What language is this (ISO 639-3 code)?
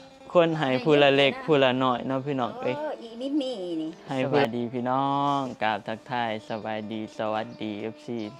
tts